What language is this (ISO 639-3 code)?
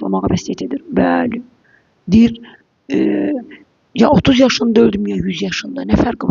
aze